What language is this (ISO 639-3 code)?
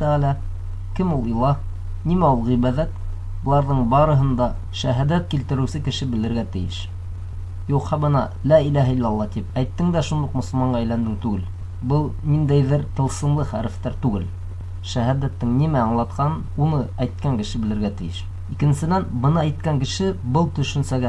bak